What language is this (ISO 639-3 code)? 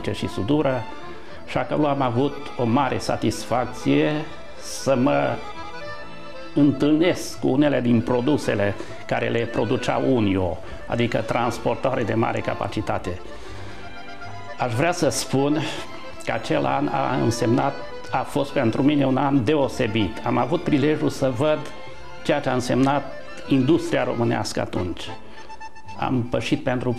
ron